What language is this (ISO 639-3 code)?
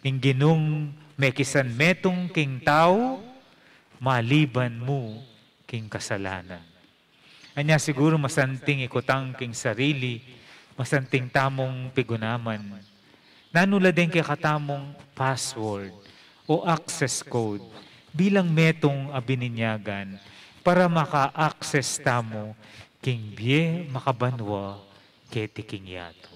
pam